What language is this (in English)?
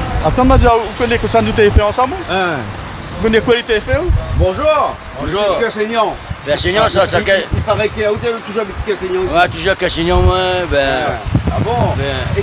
Réunion Creole French